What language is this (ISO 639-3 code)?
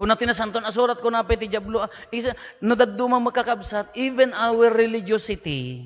ilo